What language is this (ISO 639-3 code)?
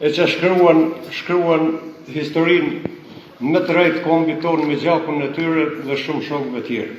sqi